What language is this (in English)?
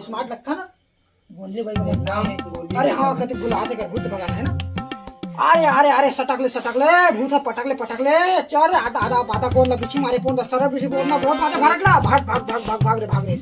Chhattisgarhi